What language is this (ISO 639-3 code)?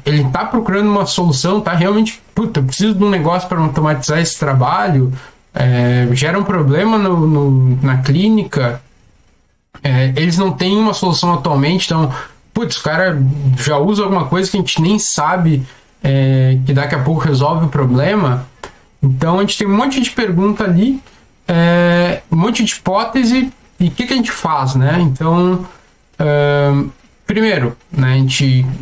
por